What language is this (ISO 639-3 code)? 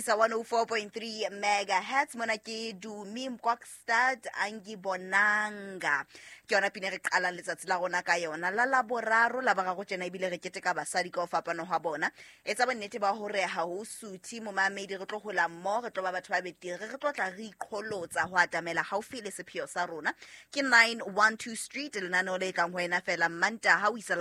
sot